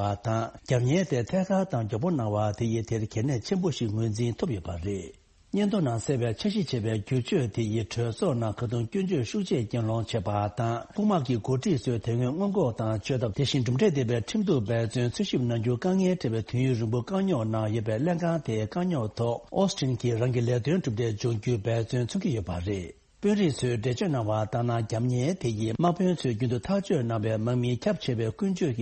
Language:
Tibetan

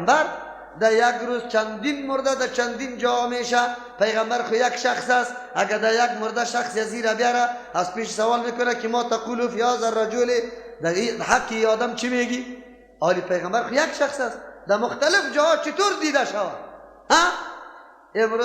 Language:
Persian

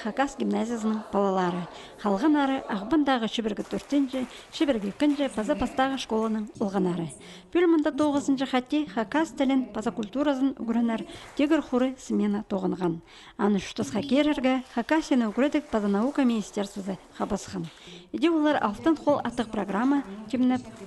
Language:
Khakas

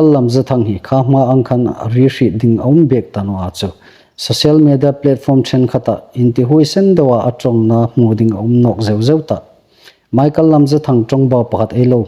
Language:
Hmar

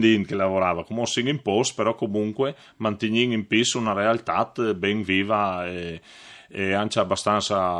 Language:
Friulian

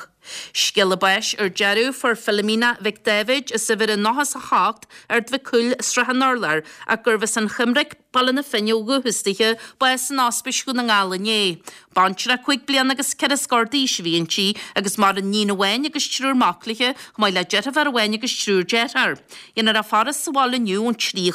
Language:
Irish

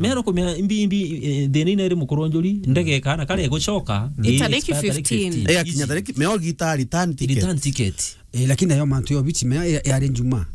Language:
Meru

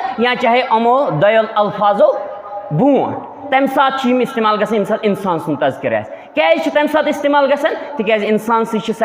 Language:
Kashmiri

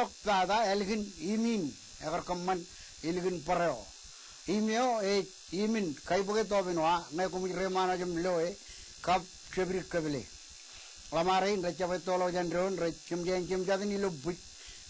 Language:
Marshallese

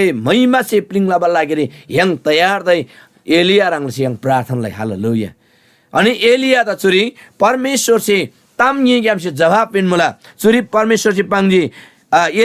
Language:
Eastern Tamang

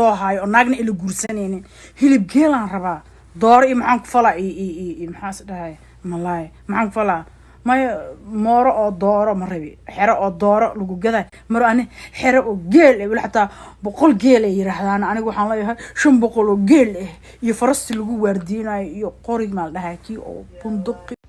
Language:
Somali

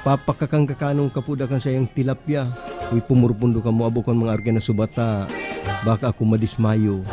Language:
Bikol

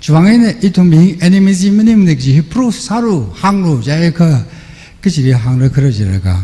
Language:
Tangkhul Naga (India)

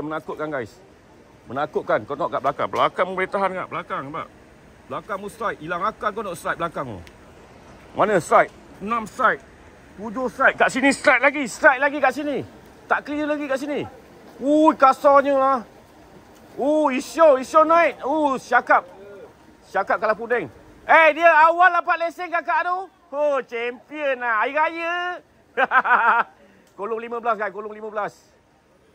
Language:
Malay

